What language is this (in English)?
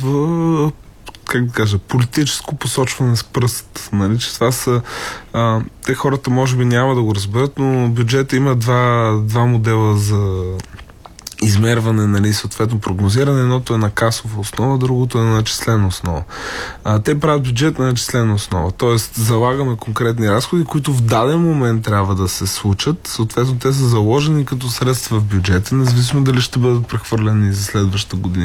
Bulgarian